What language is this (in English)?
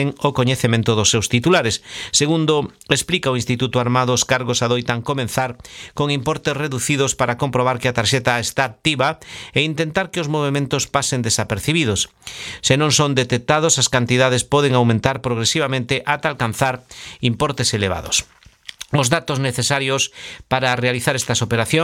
Galician